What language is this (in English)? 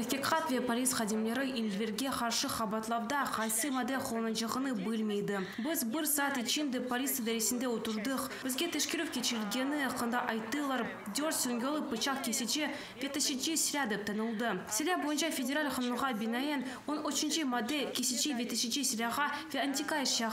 Crimean Tatar